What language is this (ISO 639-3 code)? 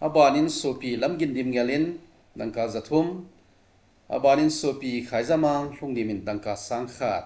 tcz